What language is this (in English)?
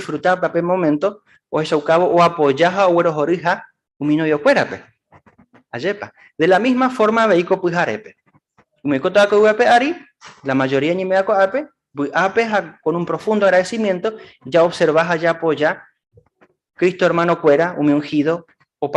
Guarani